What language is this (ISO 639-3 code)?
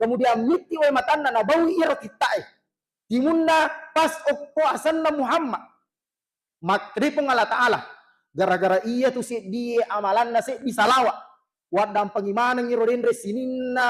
bug